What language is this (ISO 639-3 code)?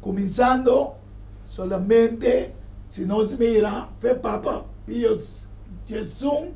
pap